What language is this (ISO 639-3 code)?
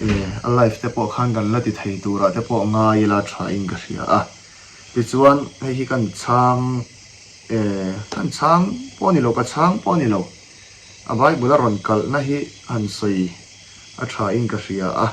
lus